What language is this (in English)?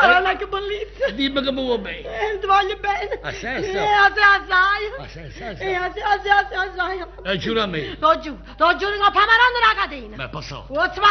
Neapolitan